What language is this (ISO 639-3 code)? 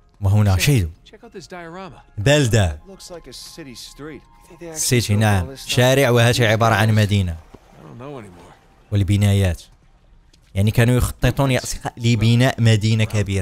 ara